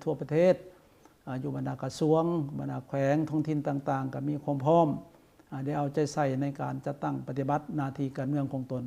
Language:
Lao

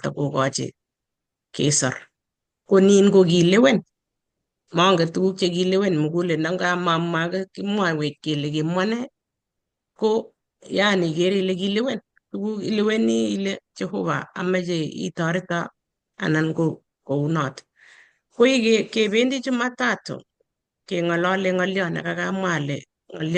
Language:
Kalenjin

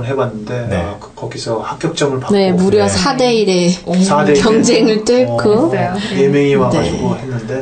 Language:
Korean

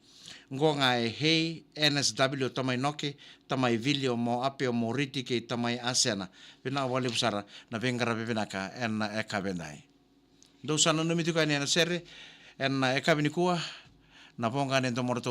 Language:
Fijian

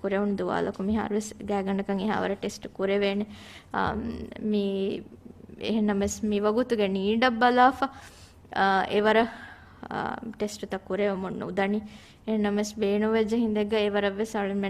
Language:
Divehi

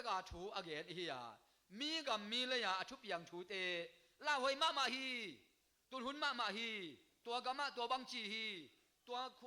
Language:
Tedim Chin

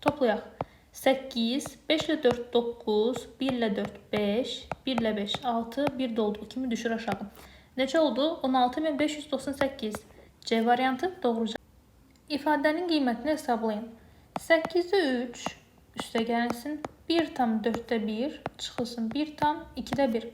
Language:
Azerbaijani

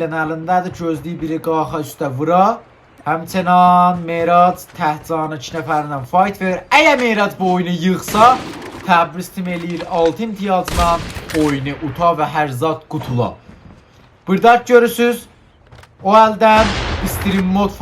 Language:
South Azerbaijani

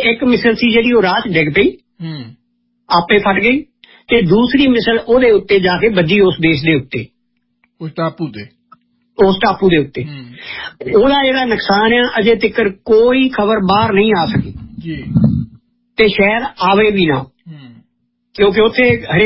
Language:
Punjabi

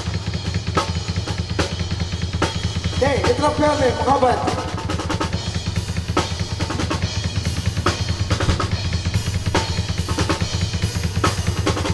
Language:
Indonesian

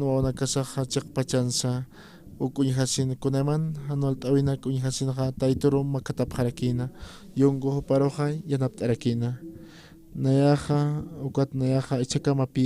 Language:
Aymara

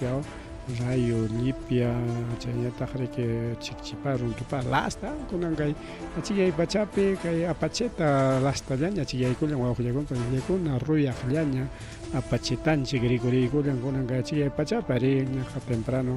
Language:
Ayacucho Quechua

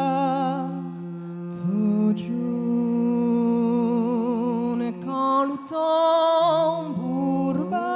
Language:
Occitan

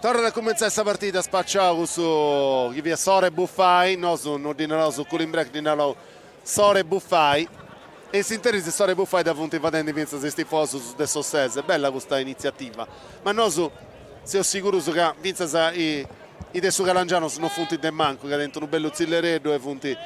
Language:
Sardinian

